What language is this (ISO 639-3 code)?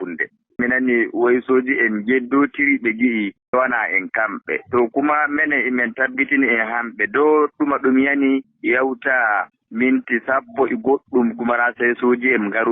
ful